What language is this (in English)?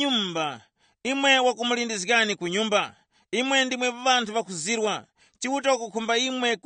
Tumbuka